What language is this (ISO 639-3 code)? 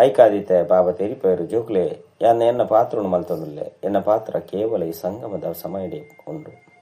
tcy